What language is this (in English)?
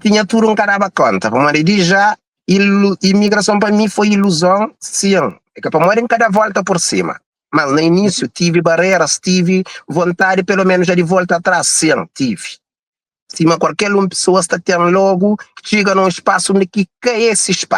Kabuverdianu